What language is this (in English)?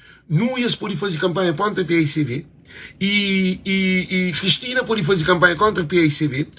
Kabuverdianu